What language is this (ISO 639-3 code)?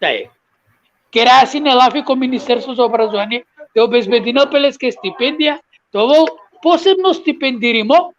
rmn